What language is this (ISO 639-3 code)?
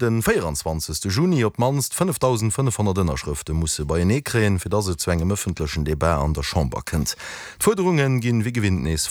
ltz